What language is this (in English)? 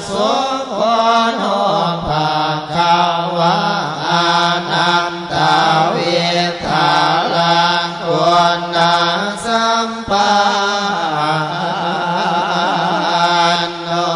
Pali